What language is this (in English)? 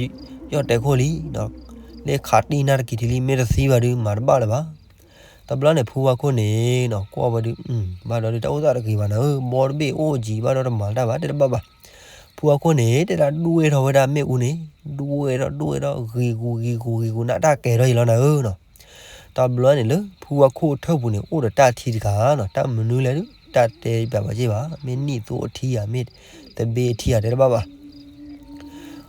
S'gaw Karen